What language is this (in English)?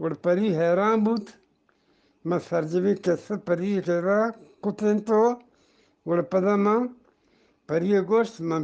Eastern Balochi